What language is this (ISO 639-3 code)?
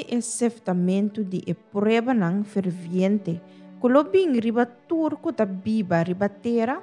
pap